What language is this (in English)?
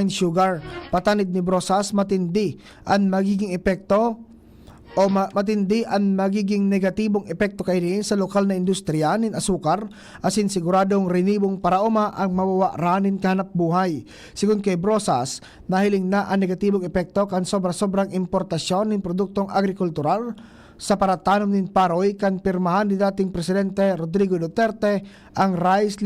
Bikol